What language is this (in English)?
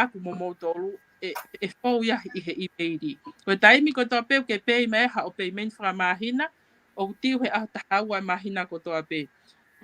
Tongan